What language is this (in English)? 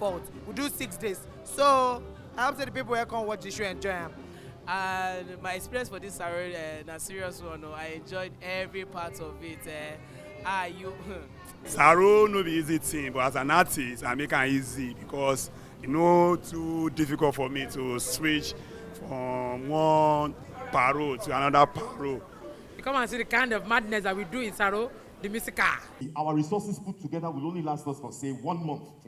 Nigerian Pidgin